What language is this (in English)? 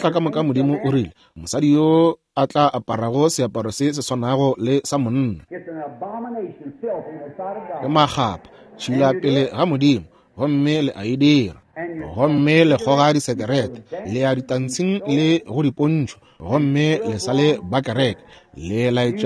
Northern Sotho